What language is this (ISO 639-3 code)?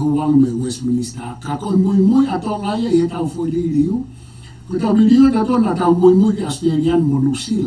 ton